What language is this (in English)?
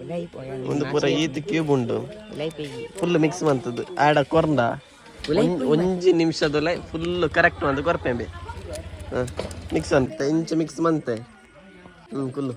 Tulu